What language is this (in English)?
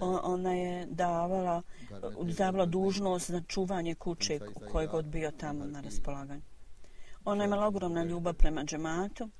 Bosnian